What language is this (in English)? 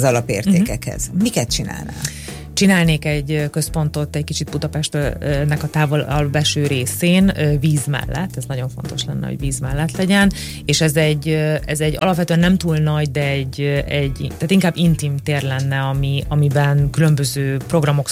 Hungarian